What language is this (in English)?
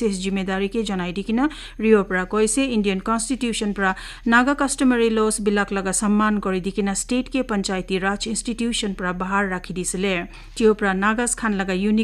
Naga Pidgin